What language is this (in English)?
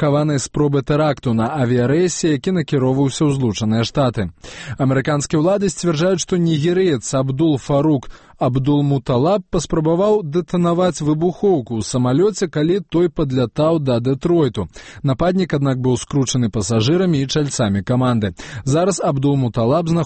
Belarusian